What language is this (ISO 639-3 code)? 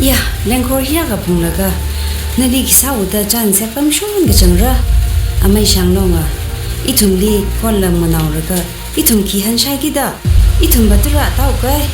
nmf